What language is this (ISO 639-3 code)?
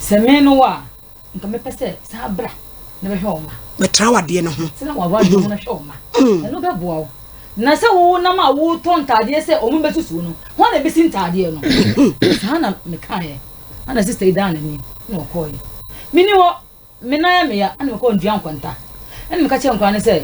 aka